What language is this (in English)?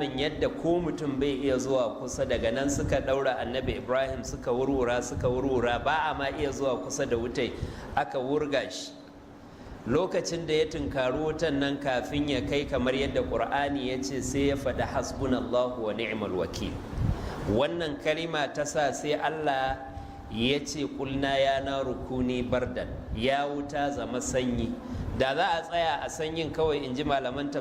Hausa